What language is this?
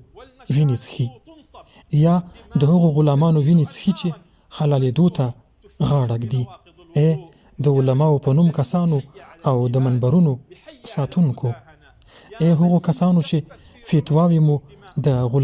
Pashto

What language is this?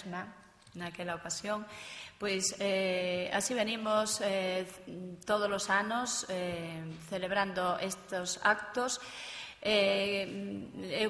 Galician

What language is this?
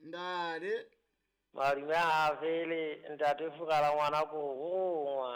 Southern Sotho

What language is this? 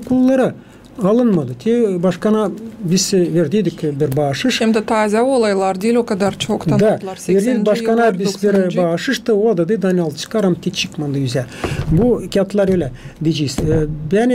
Gagauz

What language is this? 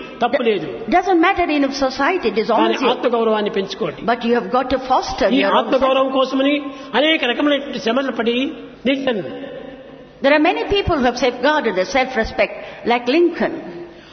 Telugu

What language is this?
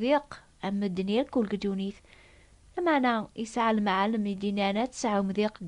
Kabyle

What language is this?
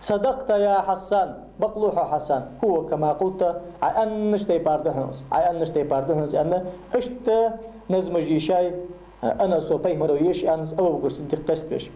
Ingush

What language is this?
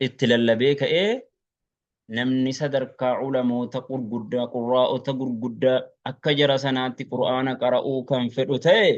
Oromo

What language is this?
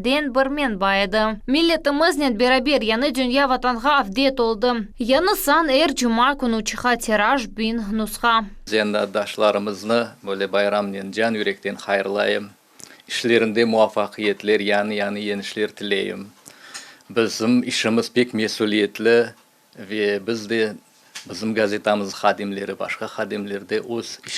Crimean Tatar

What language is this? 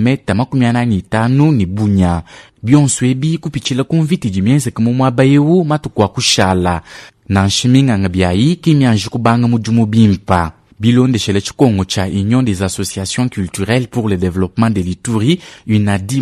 Luba-Lulua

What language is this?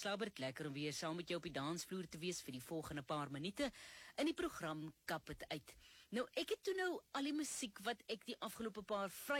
Afrikaans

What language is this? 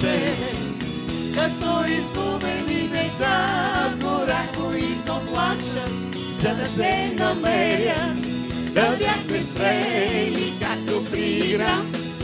Bulgarian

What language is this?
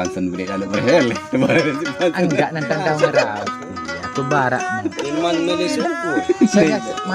Sasak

